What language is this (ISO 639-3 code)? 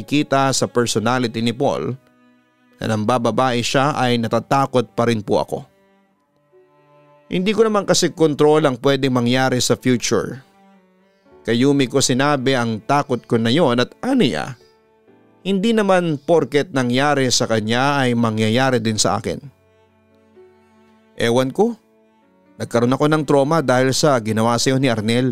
fil